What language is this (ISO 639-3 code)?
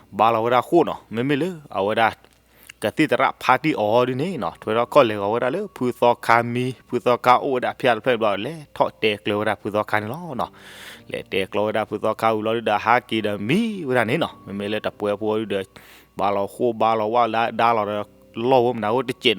ksw